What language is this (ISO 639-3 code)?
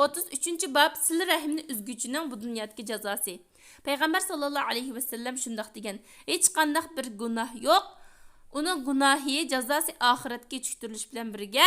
uig